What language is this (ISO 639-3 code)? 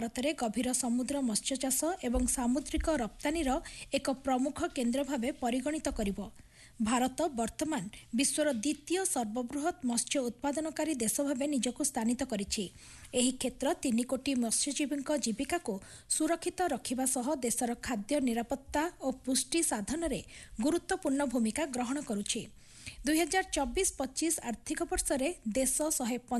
ori